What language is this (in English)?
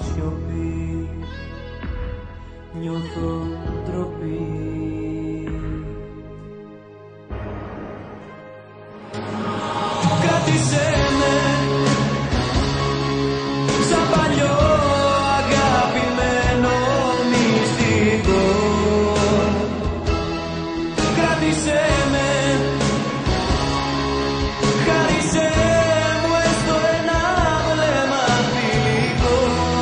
Greek